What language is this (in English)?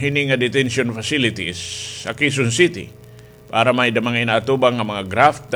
Waray